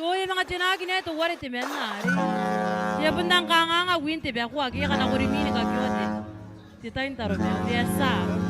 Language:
Gilbertese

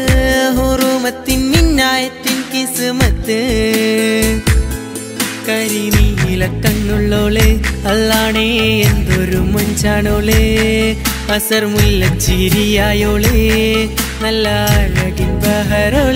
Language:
Malayalam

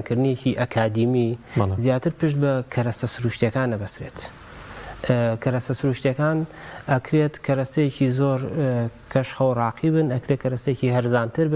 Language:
Central Kurdish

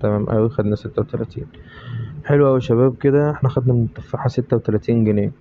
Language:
Egyptian Arabic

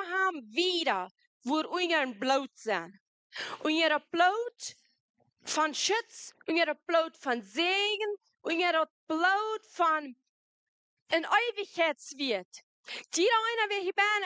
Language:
Plautdietsch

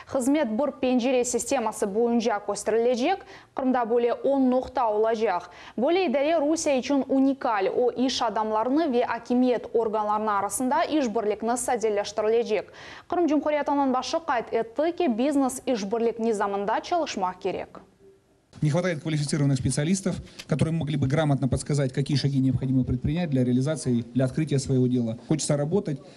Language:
Crimean Tatar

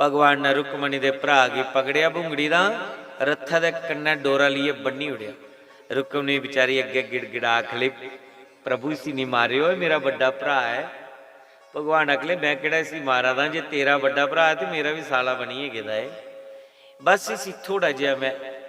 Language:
Dogri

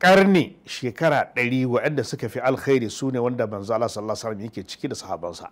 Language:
Hausa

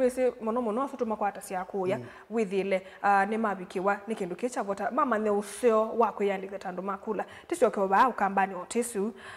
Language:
Kamba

